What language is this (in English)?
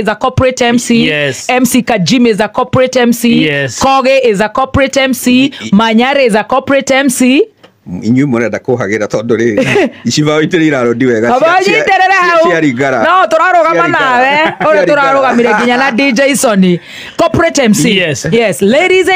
Kikuyu